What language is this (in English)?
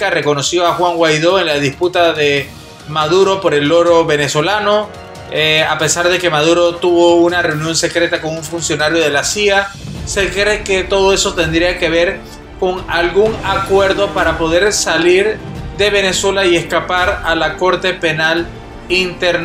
Spanish